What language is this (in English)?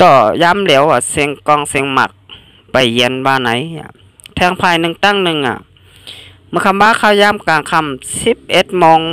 Shan